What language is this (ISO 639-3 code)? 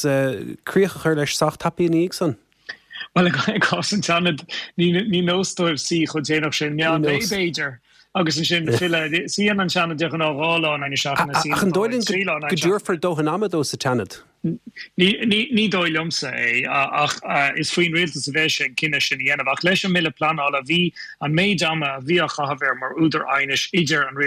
gle